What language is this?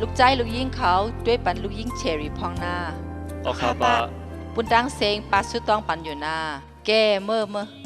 Shan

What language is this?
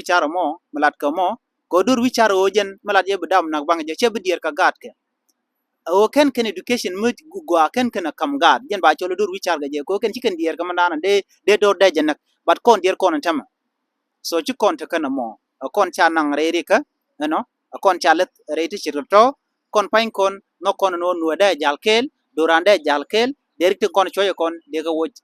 Nuer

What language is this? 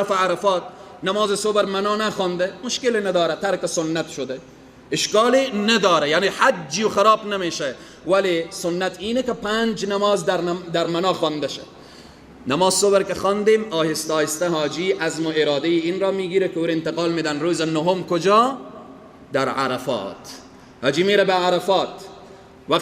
Persian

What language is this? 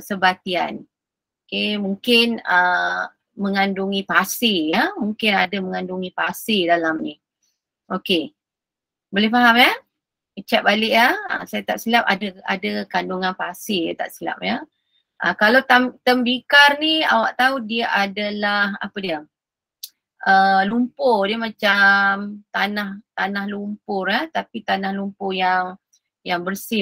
Malay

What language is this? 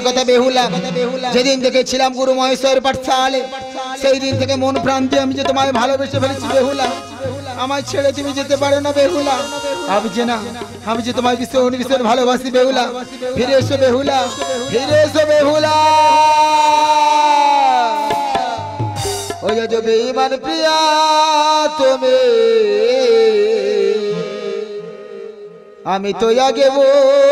Bangla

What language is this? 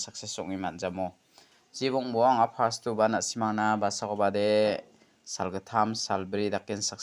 Garo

